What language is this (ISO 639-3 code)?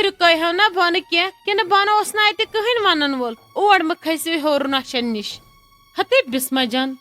kas